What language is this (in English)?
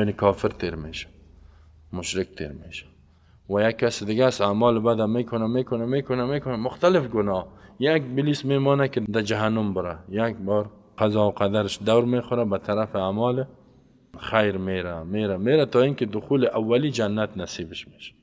Persian